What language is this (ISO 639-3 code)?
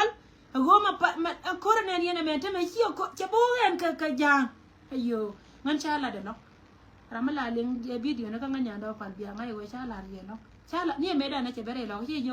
nus